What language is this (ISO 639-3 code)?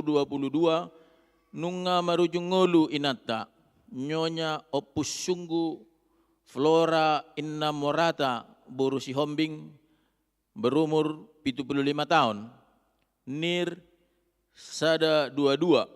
bbc